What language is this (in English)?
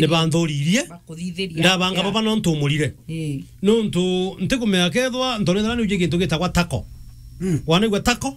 Meru